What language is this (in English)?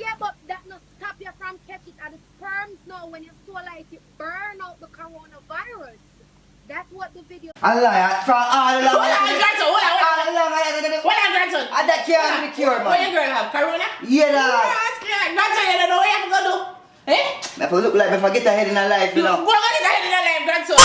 Jamaican Creole English